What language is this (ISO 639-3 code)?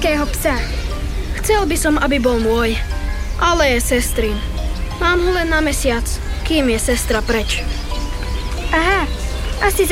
slk